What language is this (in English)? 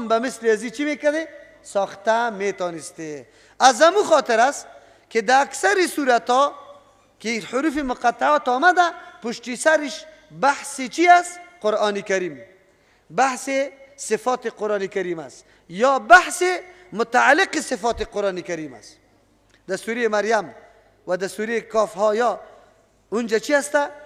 Persian